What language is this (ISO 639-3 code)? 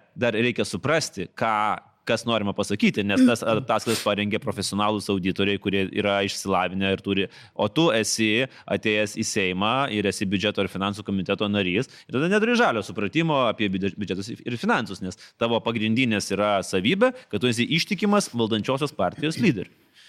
lit